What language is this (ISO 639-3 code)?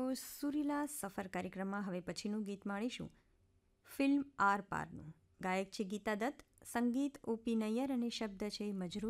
guj